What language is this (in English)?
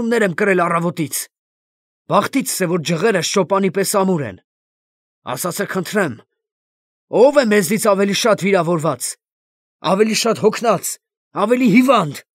Armenian